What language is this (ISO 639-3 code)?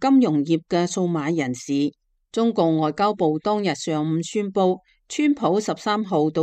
yue